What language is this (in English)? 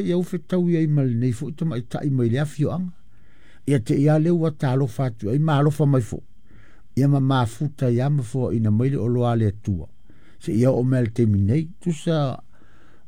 Samoan